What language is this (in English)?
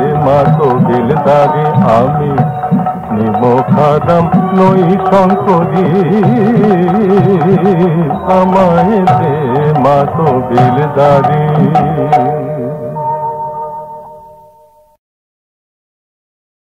Bangla